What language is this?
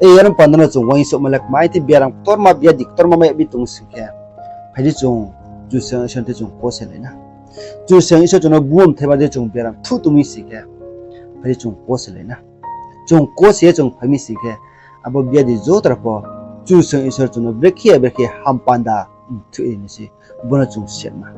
Riang (India)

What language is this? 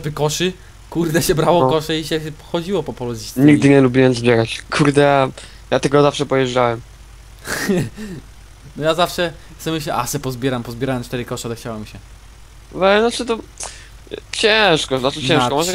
Polish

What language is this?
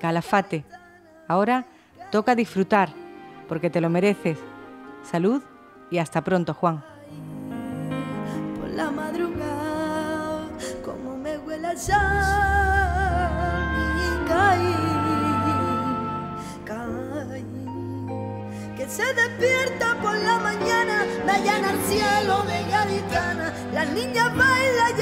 Spanish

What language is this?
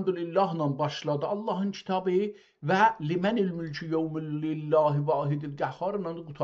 South Azerbaijani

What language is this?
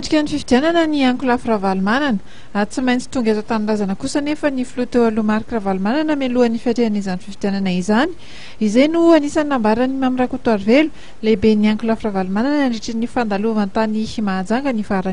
Malagasy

